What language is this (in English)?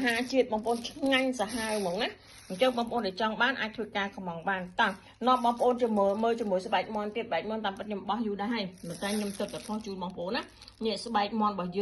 Khmer